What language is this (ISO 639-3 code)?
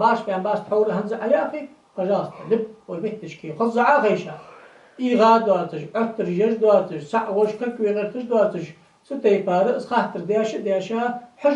inh